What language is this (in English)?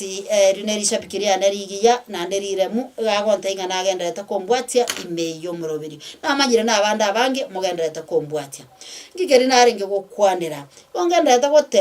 Gusii